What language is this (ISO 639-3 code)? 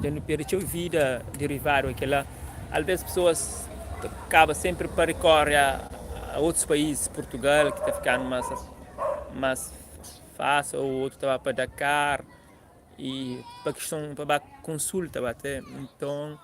kea